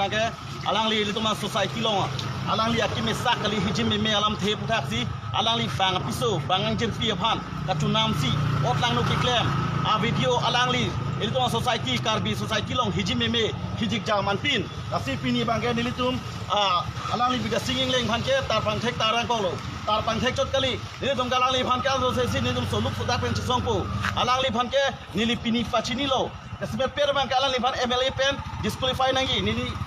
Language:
Karbi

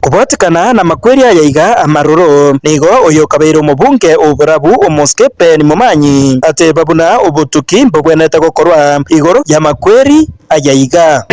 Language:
Gusii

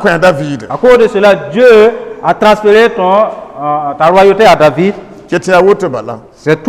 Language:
Mossi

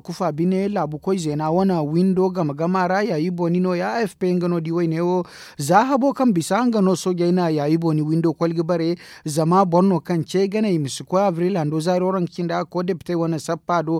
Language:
Zarma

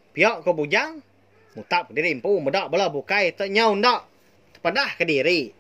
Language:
Iban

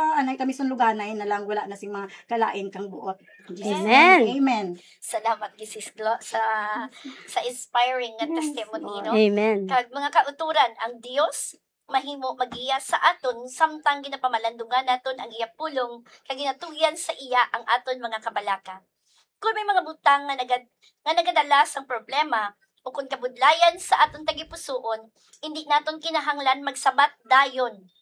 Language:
Hiligaynon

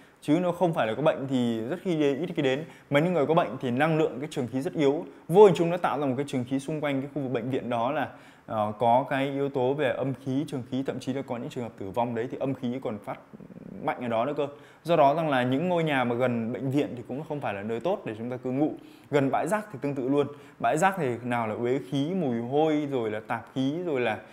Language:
Vietnamese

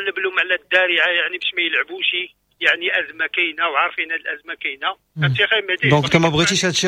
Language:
Moroccan Arabic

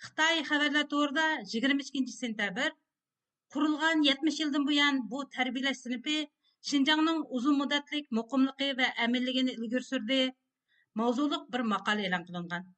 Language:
Uyghur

